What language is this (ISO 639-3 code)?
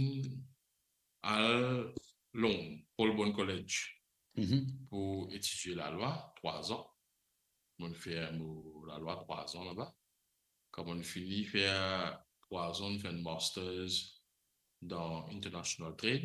mfe